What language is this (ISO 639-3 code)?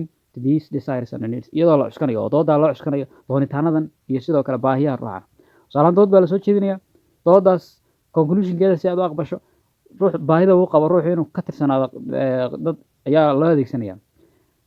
som